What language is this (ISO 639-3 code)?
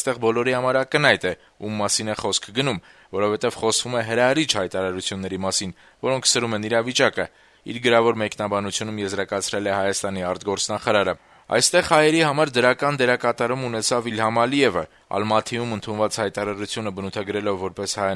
hye